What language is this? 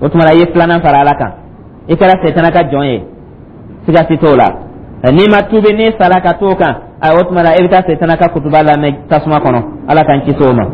Dyula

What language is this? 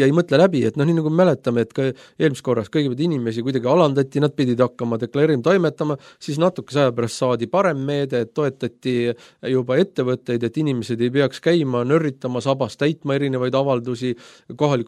Estonian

